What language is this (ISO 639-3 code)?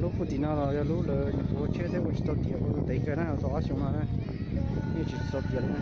hmn